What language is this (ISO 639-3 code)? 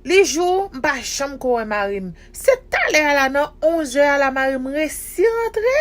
hat